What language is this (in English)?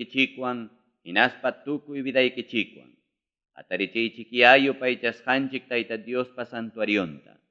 Ayacucho Quechua